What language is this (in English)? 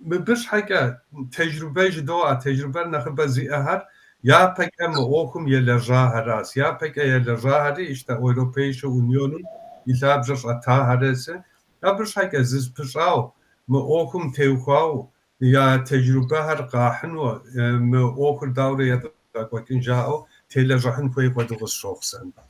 Kabardian